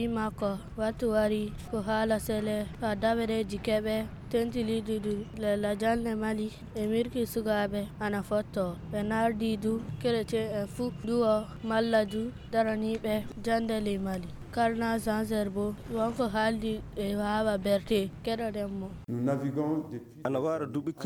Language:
Fula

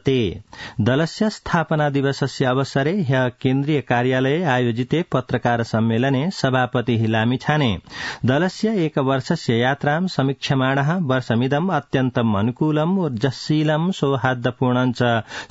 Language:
Sanskrit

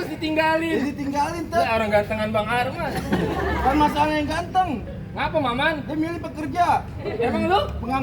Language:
Betawi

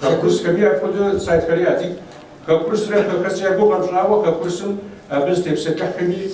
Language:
Kabardian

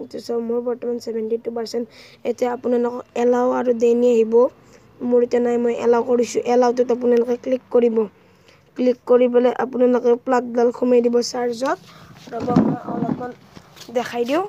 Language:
Assamese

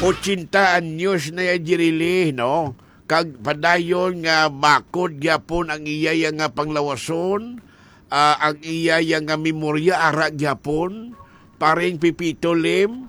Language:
Hiligaynon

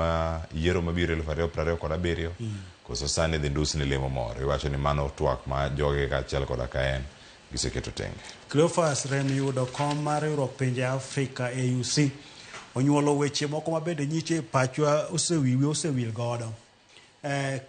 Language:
Luo (Kenya and Tanzania)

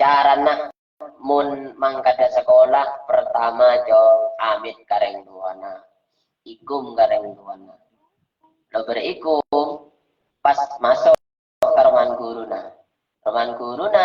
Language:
Madurese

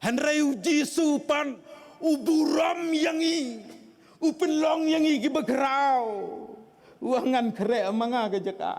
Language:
Khasi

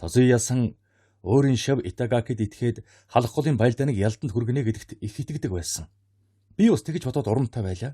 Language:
Mongolian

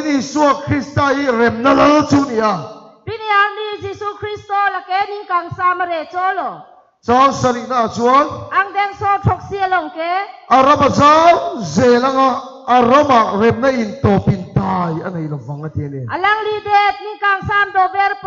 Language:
Karbi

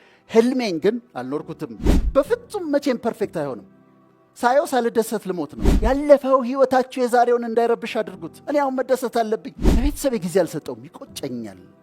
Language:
Amharic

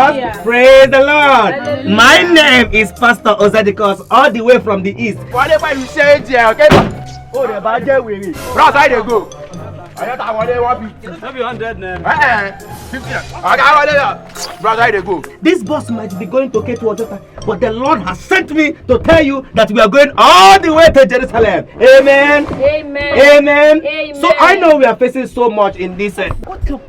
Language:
Nigerian Pidgin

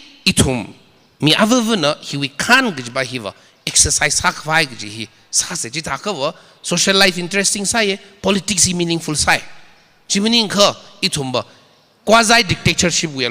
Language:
Tangkhul Naga (India)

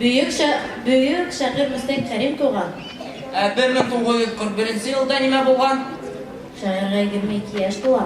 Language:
Bashkir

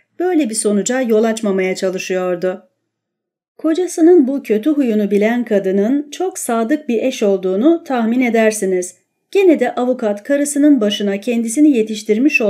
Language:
Turkish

